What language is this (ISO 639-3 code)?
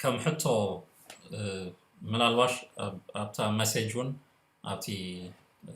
tir